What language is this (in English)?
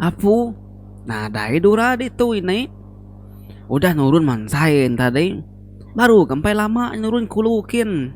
Iban